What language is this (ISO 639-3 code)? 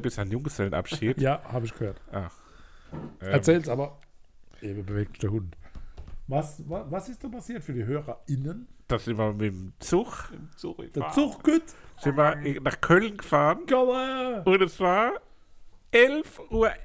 deu